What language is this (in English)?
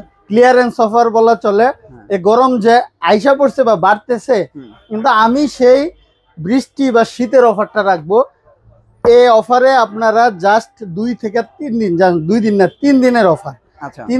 Bangla